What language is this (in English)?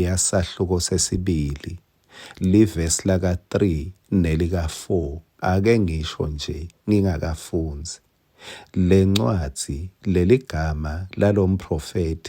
Swati